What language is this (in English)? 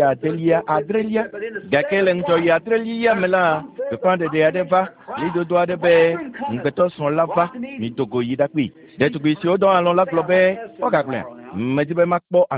Ewe